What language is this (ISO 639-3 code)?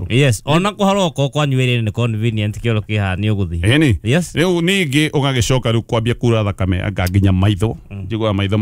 kik